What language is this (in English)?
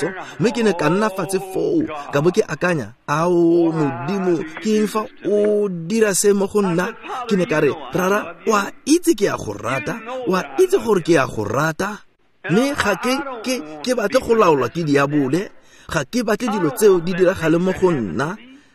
Tswana